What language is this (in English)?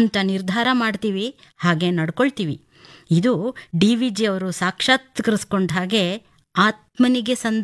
Kannada